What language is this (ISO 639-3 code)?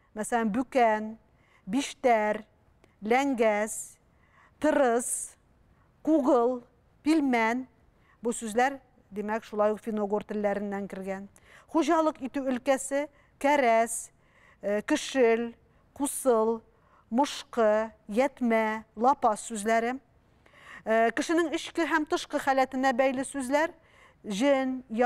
tat